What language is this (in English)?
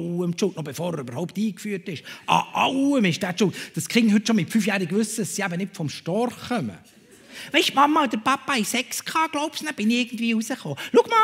Swiss German